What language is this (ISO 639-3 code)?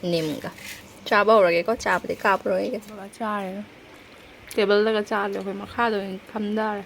mni